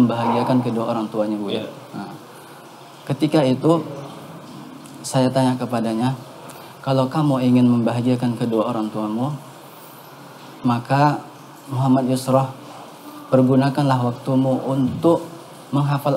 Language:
Indonesian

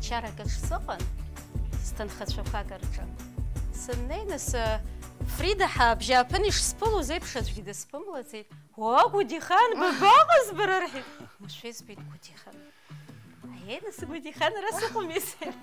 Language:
Abkhazian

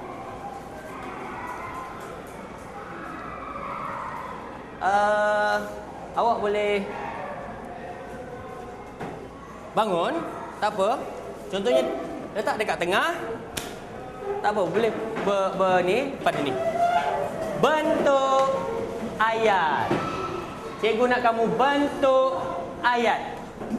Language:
Malay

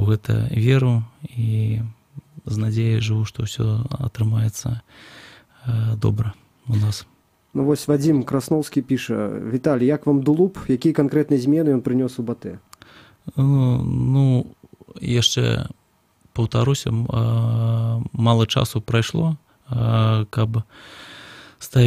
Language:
Belarusian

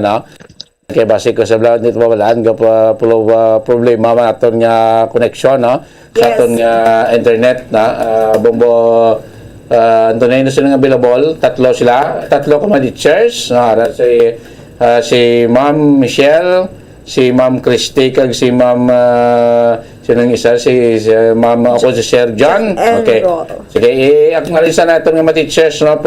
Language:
Hiligaynon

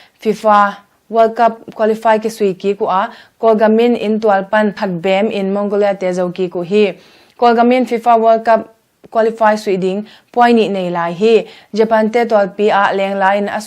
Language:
Tedim Chin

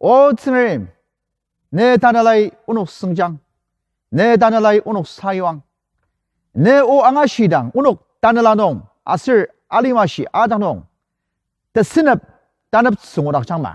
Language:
Ao Naga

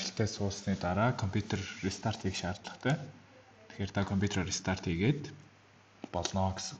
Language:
Mongolian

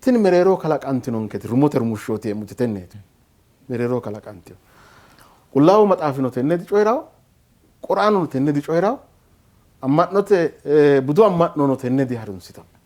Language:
Sidamo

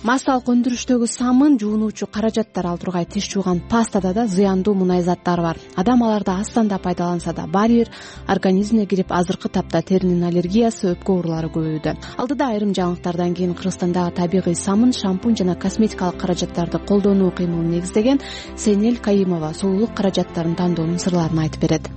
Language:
Kyrgyz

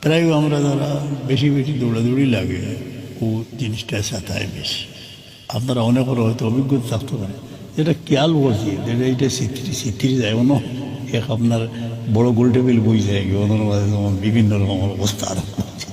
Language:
Sylheti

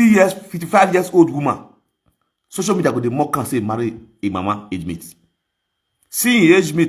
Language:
Nigerian Pidgin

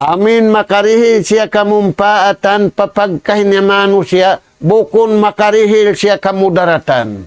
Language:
Tausug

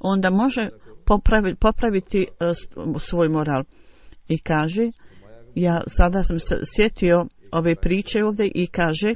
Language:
Bosnian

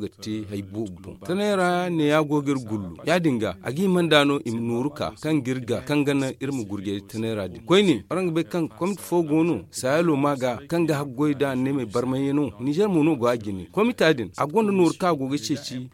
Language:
Zarma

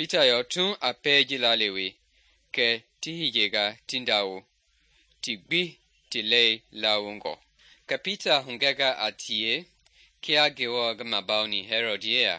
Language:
Mende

